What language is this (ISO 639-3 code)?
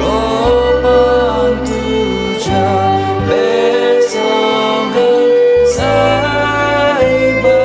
kok